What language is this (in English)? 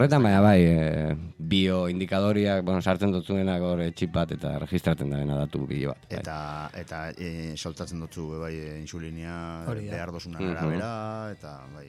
Basque